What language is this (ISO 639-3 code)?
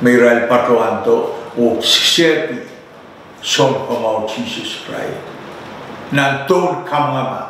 pon